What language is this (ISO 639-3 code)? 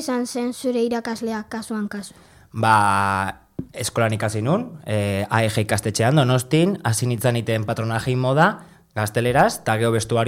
eus